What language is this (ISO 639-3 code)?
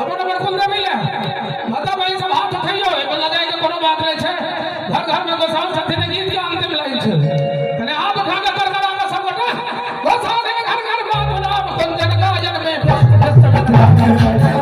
mai